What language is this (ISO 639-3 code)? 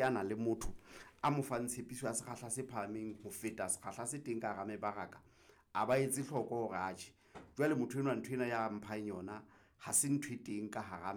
sot